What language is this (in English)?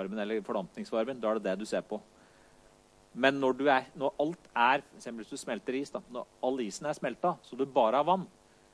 Norwegian